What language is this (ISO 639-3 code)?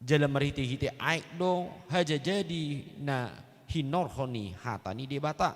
bbc